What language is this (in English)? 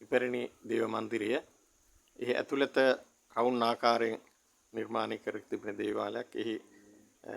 Sinhala